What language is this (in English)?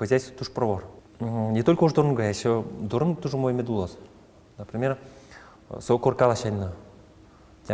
Udmurt